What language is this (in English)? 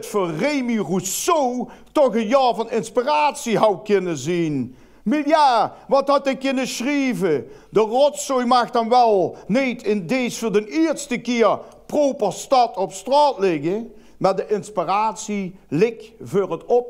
Limburgish